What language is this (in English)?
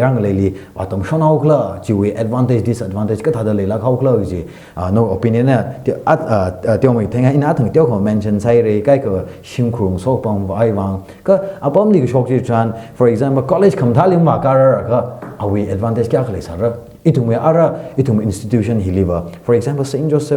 Tangkhul Naga (India)